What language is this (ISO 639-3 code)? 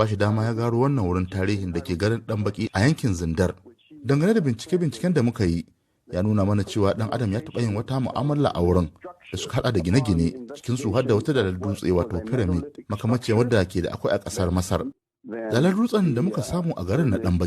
hau